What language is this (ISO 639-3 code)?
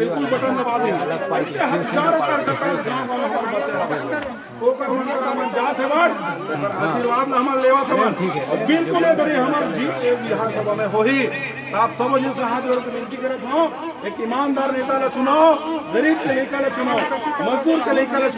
hne